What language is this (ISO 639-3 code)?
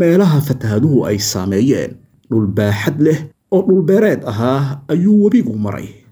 som